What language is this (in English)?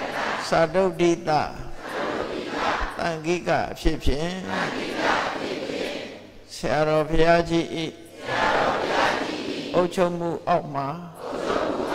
Burmese